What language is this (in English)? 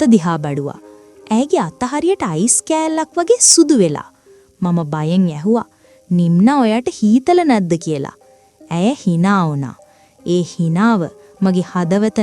Sinhala